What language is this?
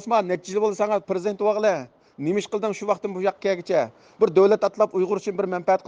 Uyghur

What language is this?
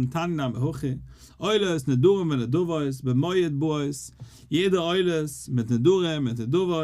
Yiddish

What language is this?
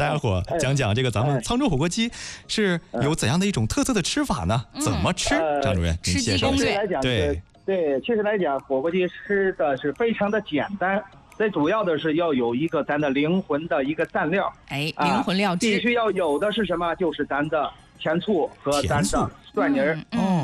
Chinese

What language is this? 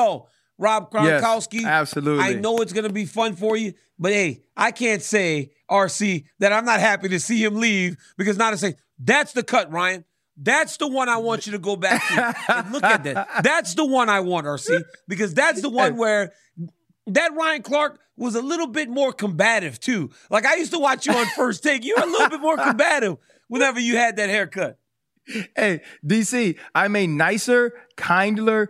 English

